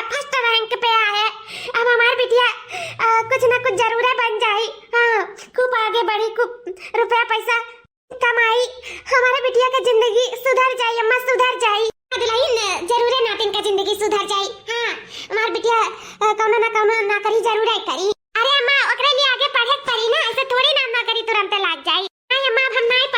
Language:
Awadhi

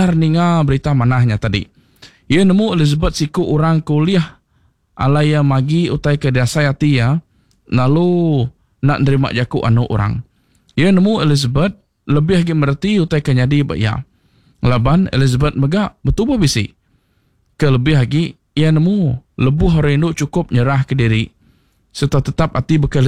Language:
Iban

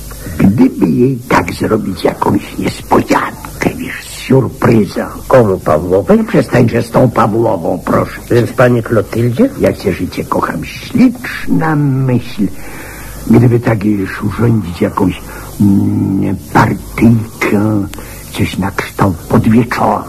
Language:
Polish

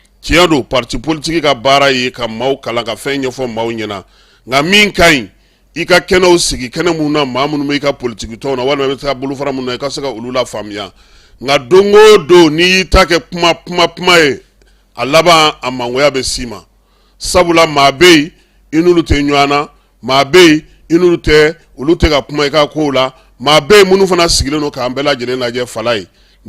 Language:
Bambara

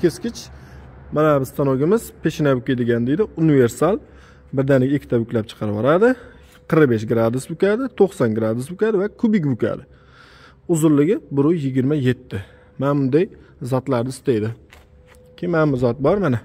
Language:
Uzbek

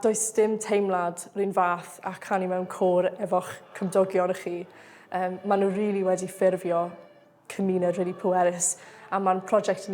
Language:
Welsh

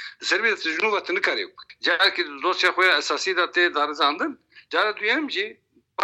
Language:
Kurdish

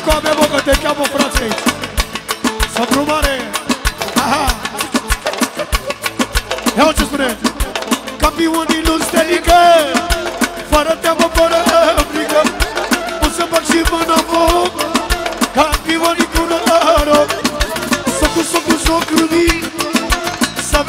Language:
Romanian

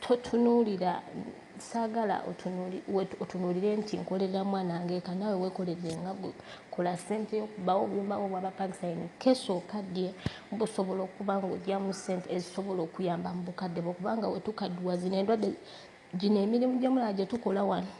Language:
Ganda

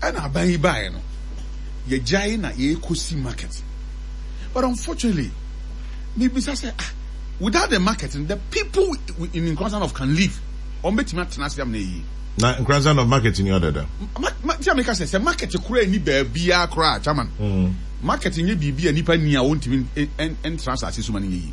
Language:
Akan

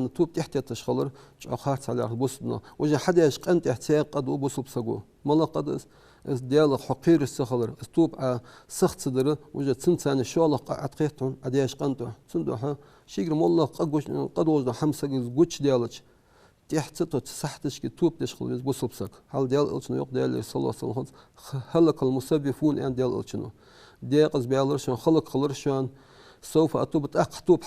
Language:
Ingush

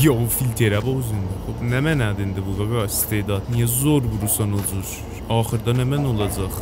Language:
South Azerbaijani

